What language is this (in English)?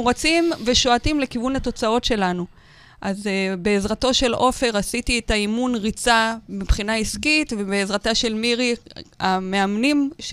Hebrew